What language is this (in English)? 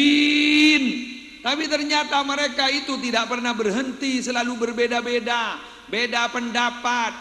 Madurese